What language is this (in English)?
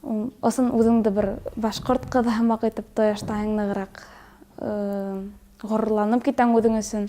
Bashkir